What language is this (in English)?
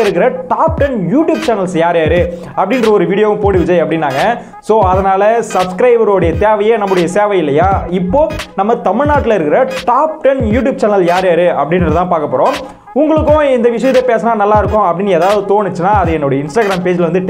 Tamil